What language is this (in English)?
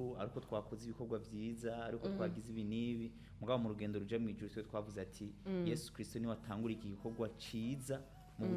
Rundi